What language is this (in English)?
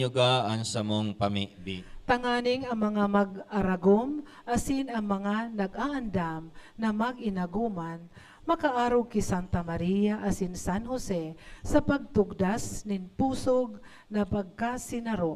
Bikol